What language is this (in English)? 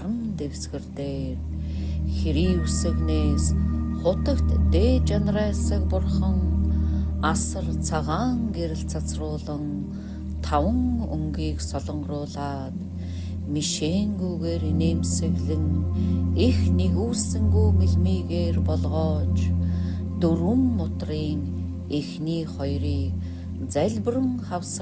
Mongolian